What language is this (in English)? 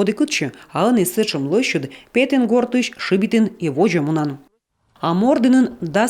Komi